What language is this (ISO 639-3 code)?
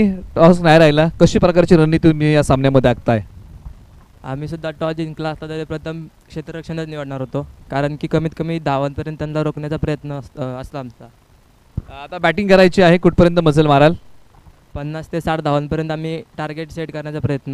mar